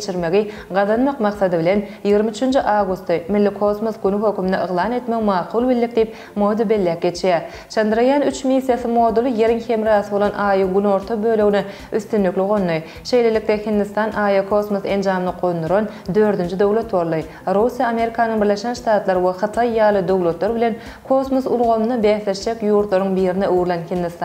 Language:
Turkmen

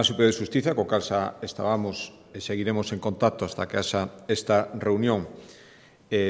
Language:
Galician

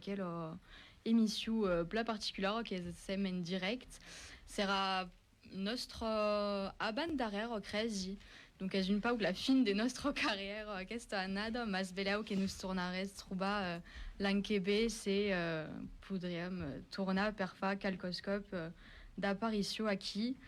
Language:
Occitan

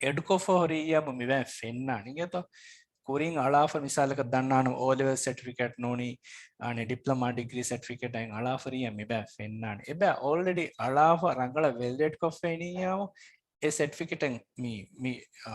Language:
Divehi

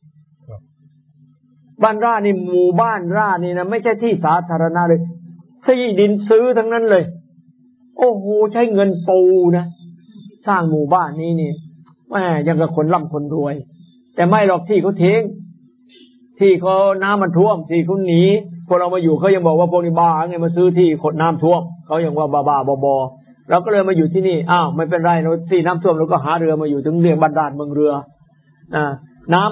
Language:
Thai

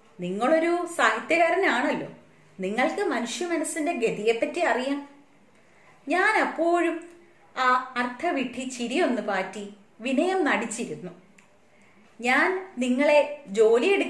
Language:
Malayalam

